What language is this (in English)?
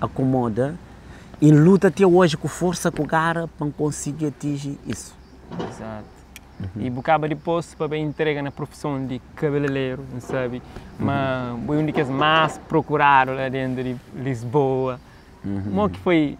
Kabuverdianu